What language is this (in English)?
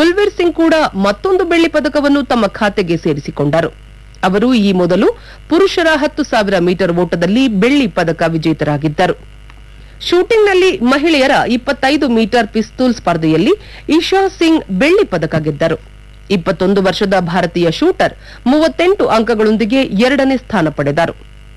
Kannada